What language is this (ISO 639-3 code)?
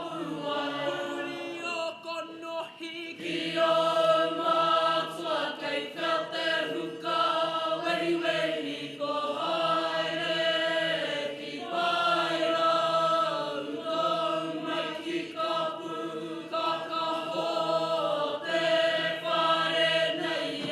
mri